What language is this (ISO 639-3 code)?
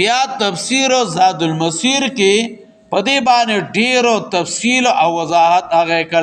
pus